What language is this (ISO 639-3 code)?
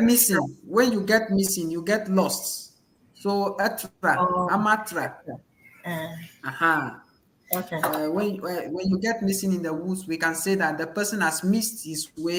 ewe